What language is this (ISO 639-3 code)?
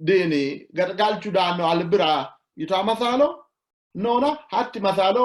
sid